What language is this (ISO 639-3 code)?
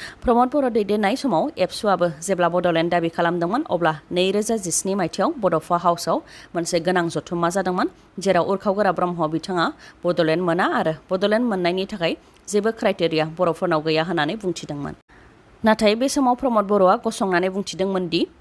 brx